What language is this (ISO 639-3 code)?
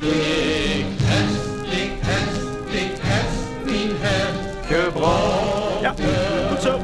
lim